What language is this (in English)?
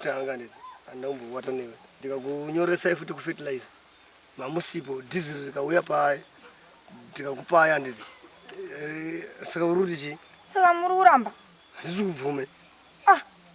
Shona